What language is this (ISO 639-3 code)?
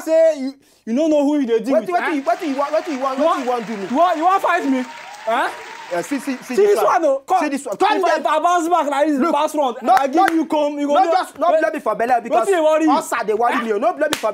pcm